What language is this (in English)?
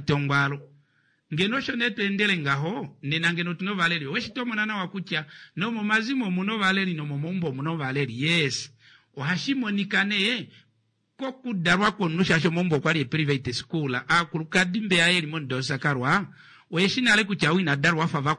Kuanyama